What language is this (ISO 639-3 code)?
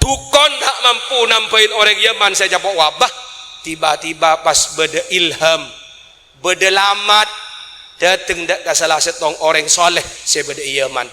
mad